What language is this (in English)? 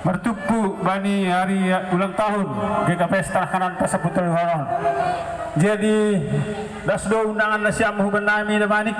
Batak Simalungun